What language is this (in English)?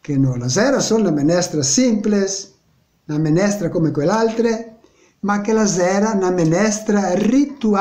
Venetian